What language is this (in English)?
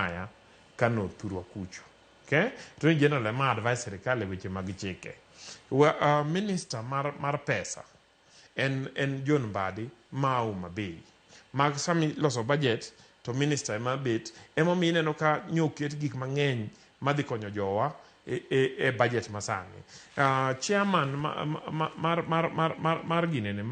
Luo (Kenya and Tanzania)